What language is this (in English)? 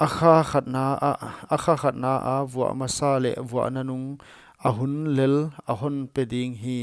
Paite Chin